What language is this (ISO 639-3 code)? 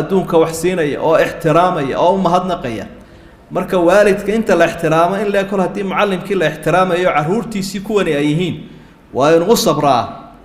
som